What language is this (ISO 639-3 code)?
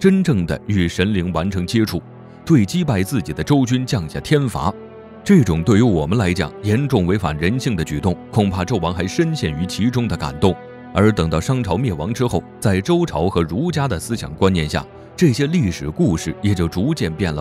zho